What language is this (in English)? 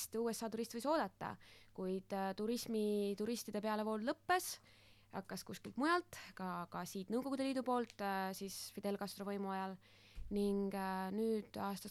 Estonian